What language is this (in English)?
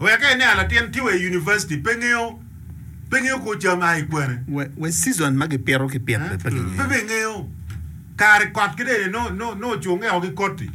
Acoli